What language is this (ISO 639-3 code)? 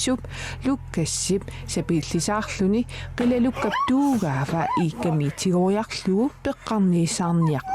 kal